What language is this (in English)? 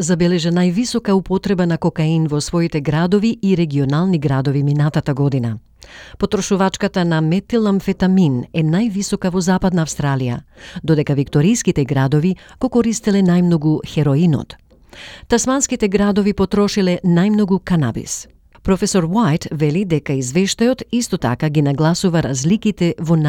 Macedonian